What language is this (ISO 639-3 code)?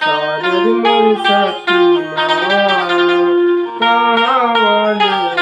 hne